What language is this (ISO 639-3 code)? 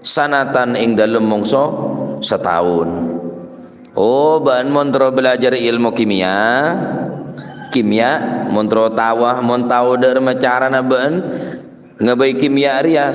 mad